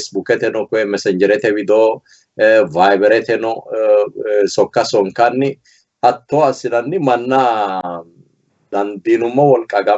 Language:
Sidamo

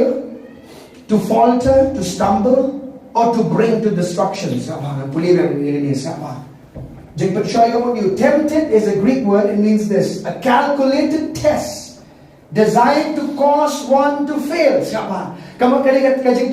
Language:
Khasi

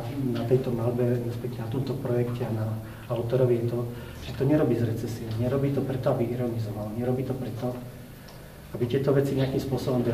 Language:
Slovak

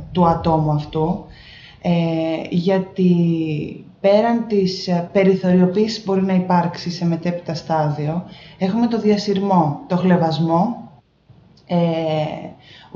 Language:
Greek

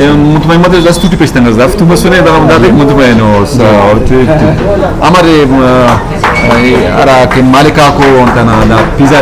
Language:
Brahui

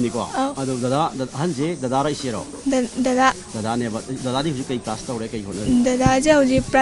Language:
Manipuri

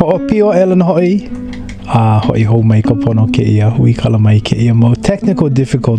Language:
Hawaiian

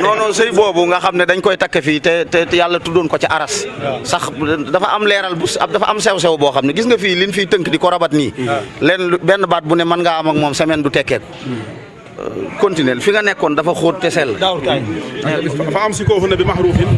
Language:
Wolof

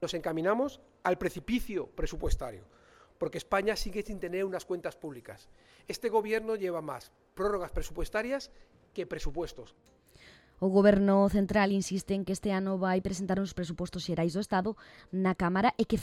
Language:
Galician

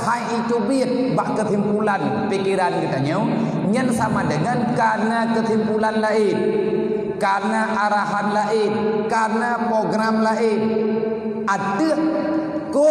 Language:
Achinese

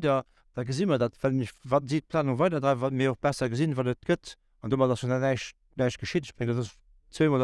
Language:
Luxembourgish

